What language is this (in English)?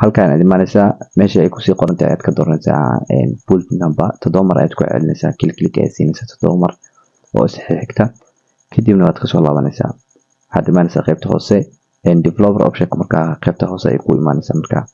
Somali